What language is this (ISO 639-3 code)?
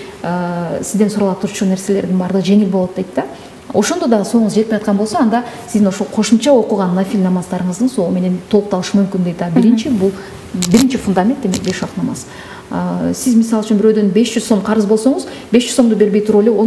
kir